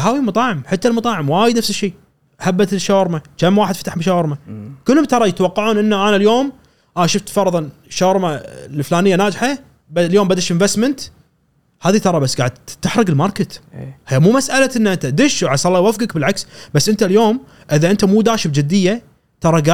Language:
Gulf Arabic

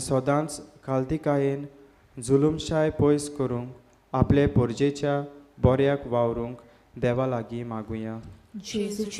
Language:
Konkani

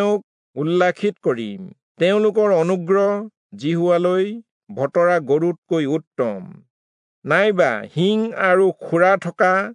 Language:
Assamese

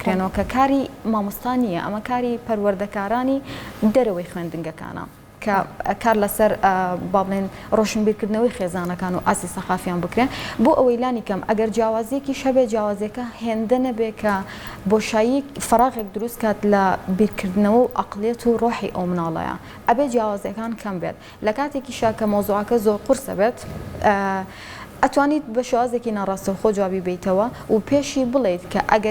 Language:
Central Kurdish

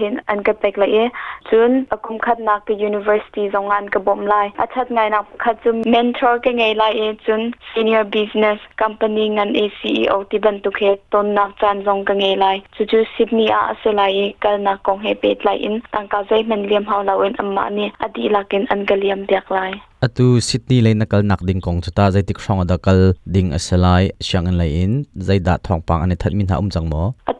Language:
Hakha Chin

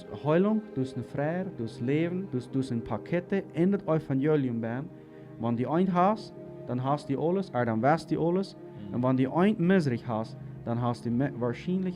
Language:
Plautdietsch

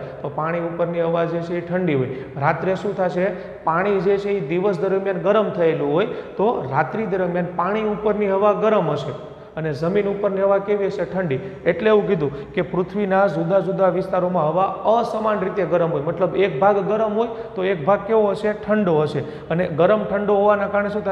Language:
Gujarati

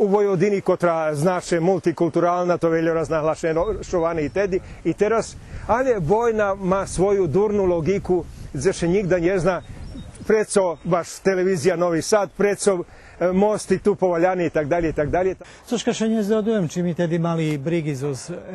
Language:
Rusyn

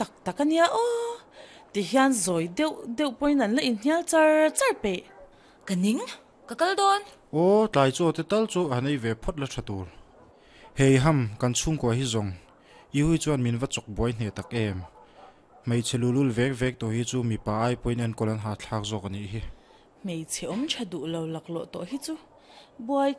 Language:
Mizo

